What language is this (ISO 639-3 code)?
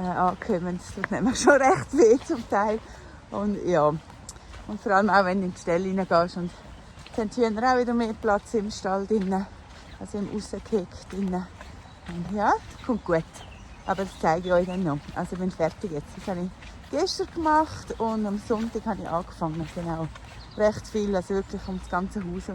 gsw